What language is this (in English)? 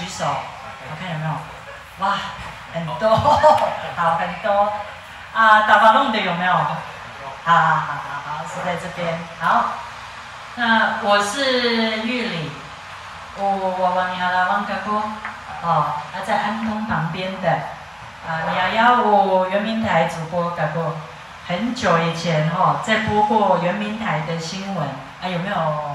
Chinese